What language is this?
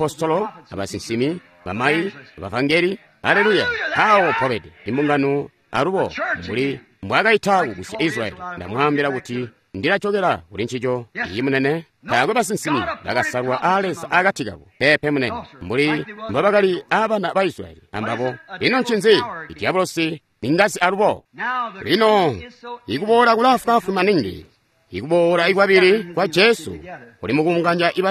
Tonga (Zambia)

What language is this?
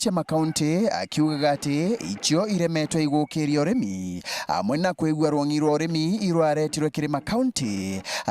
Meru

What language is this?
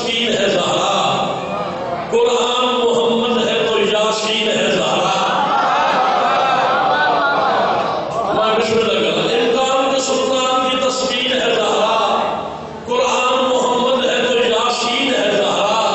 Urdu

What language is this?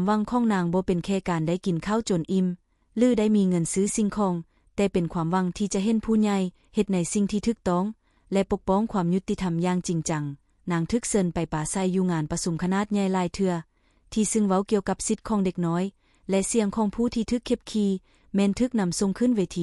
Lao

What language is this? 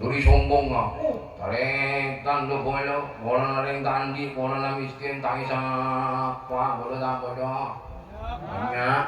Madurese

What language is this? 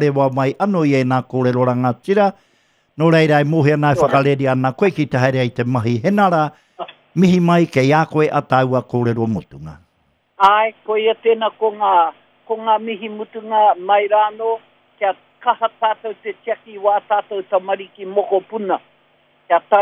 Māori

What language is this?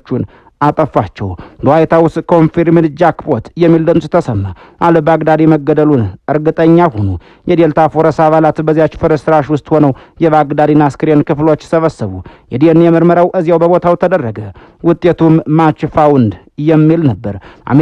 Amharic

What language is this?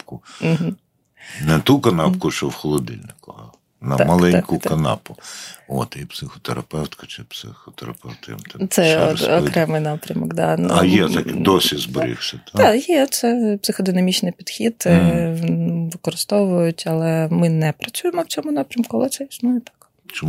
Ukrainian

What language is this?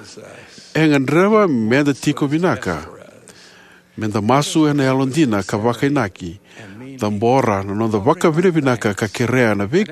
Fijian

